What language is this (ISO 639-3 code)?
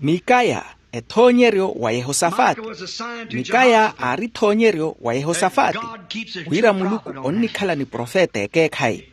vmw